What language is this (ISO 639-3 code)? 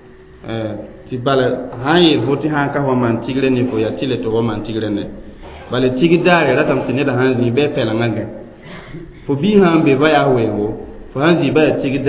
mos